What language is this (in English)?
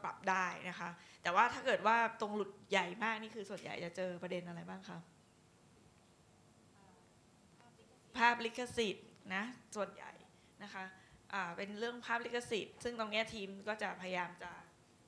Thai